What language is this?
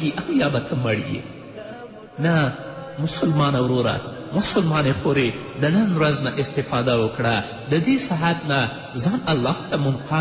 Pashto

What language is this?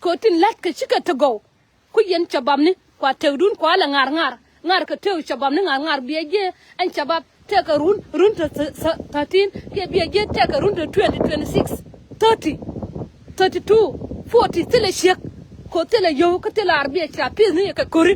Nuer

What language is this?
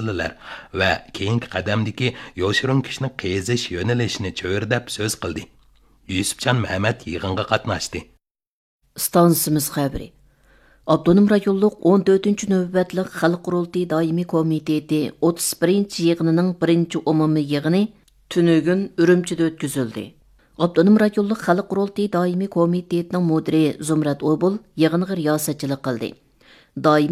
Uyghur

